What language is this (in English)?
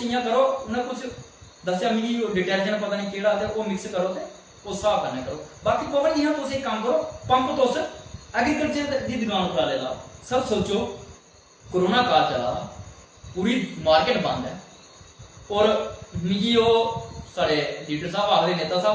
Dogri